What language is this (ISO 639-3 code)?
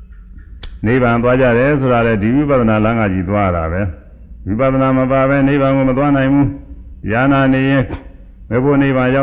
mya